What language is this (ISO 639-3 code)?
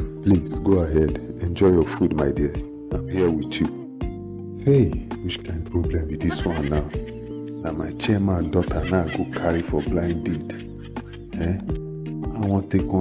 pcm